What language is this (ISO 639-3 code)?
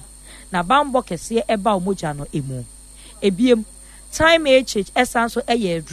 aka